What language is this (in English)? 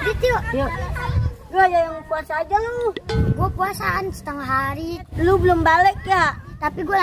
Betawi